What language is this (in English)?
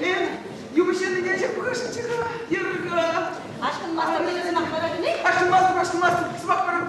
Chuvash